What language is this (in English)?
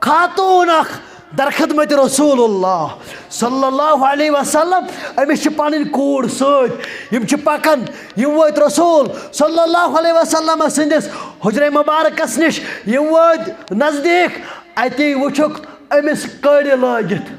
Kashmiri